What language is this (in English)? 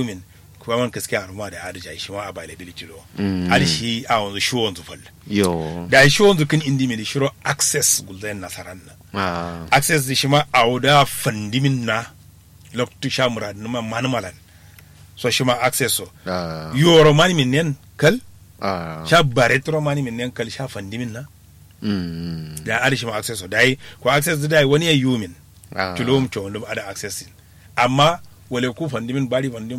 Kanuri